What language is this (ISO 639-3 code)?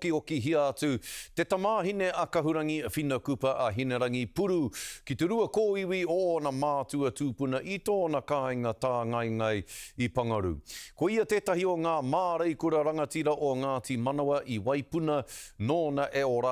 mri